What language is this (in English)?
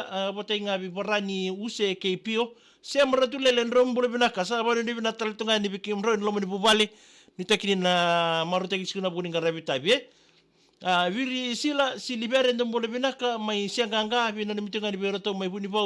Fijian